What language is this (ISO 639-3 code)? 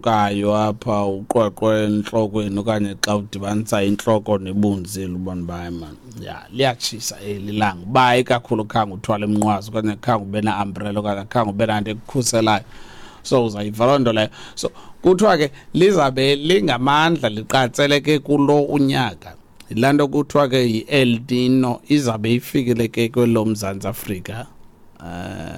xho